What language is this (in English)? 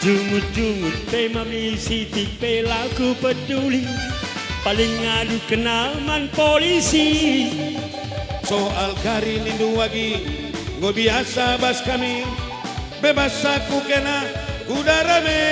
Batak Karo